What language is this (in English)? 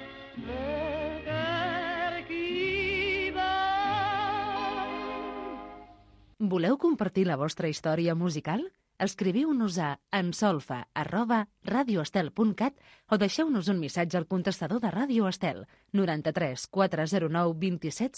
Catalan